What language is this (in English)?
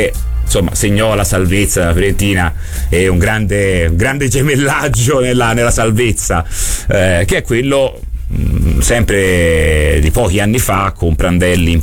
Italian